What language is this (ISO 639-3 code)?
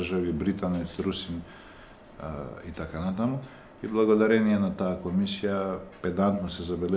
mkd